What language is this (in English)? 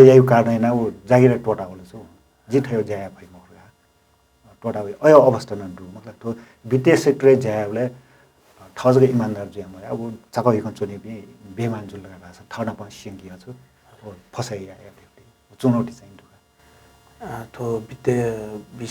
Newari